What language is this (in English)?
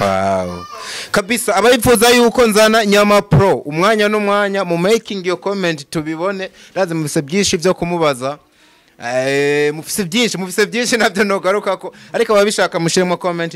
Rundi